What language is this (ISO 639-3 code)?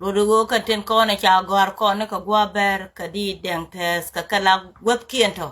nus